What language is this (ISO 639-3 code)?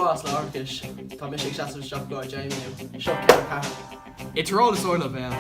gle